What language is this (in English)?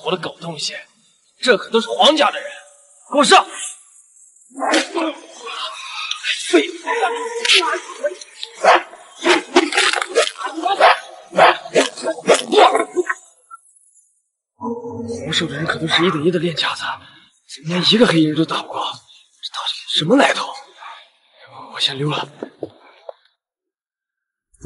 Chinese